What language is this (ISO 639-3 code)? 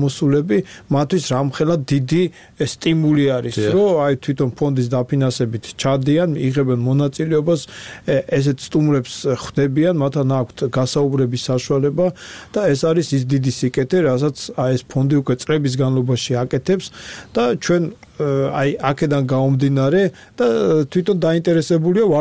kat